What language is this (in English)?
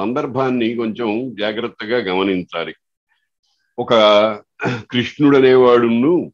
Telugu